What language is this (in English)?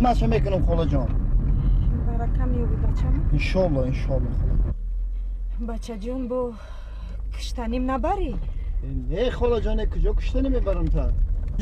Tajik